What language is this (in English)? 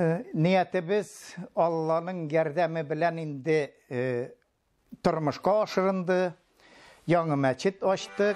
Tatar